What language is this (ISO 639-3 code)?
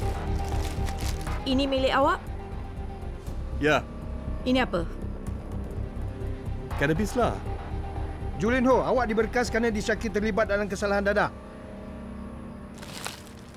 msa